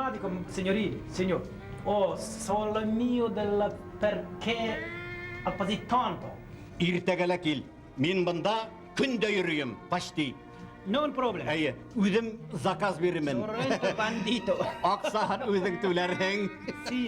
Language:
Bashkir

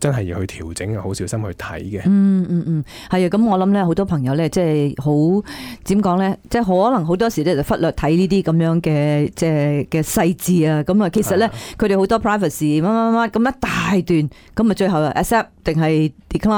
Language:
Cantonese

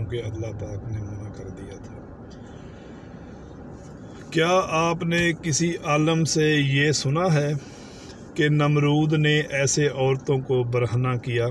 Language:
Urdu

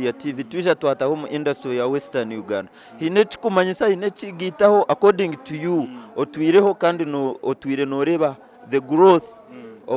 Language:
Nyankole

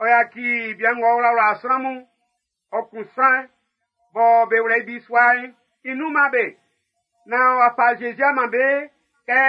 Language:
Baoulé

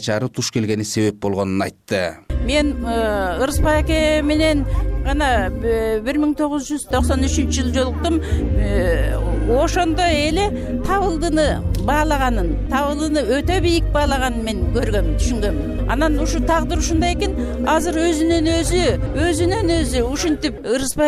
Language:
Kyrgyz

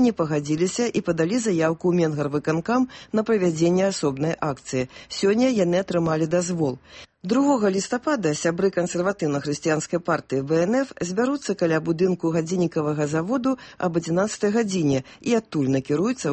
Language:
Belarusian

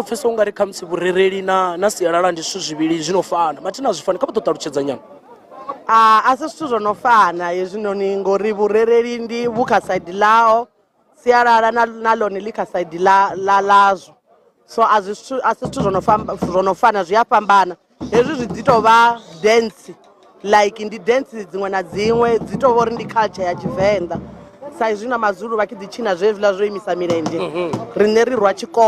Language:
Venda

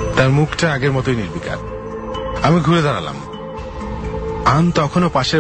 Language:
Bangla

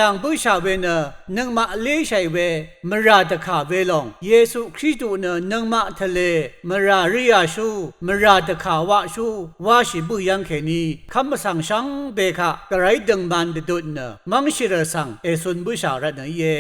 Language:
Rawang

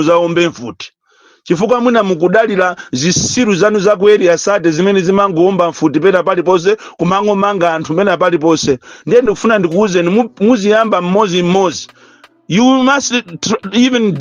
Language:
Nyanja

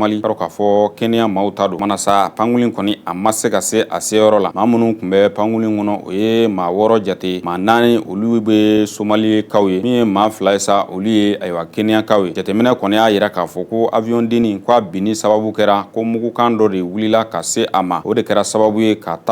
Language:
Bambara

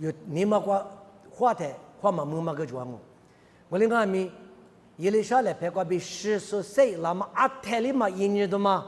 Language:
Lisu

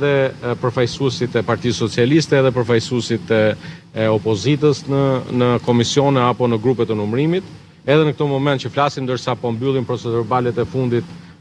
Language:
Albanian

